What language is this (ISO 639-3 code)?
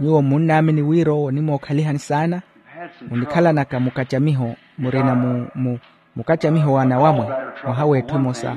vmw